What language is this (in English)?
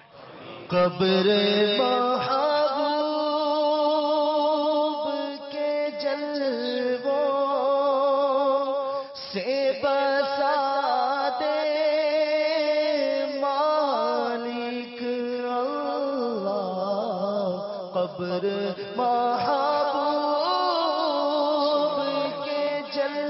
Urdu